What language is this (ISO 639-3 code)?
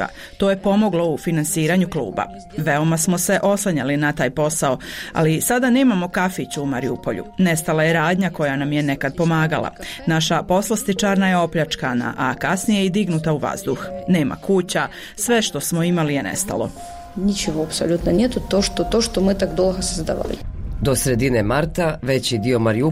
bos